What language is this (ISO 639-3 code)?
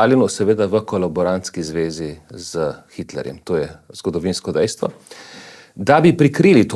slv